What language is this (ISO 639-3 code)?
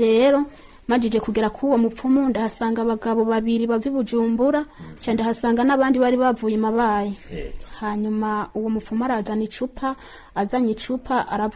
run